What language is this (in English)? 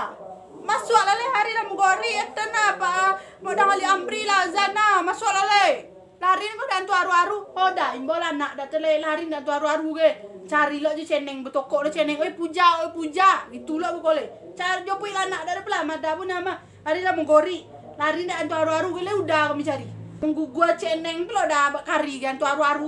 Minangkabau